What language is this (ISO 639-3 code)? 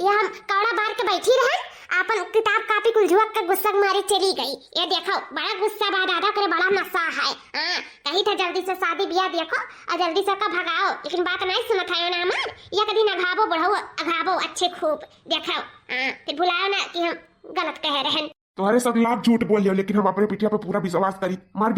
awa